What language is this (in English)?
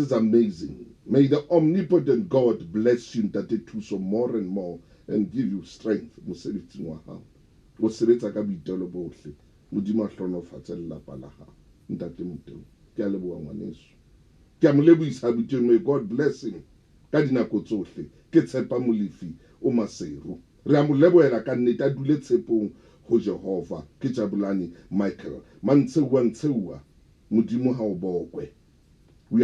Southern Sotho